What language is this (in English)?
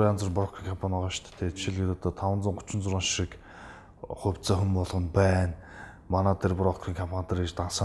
Mongolian